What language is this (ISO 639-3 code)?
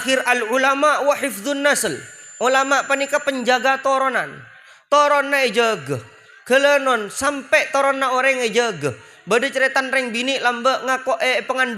mad